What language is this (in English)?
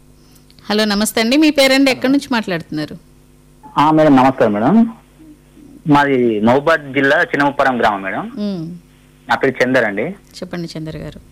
Telugu